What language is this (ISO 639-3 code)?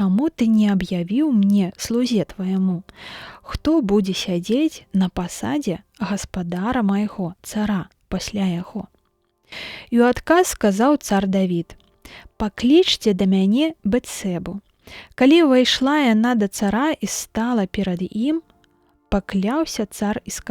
bel